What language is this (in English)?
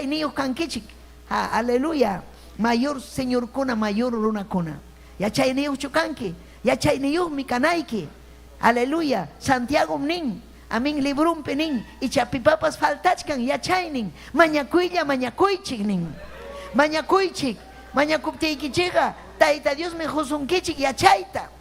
Ayacucho Quechua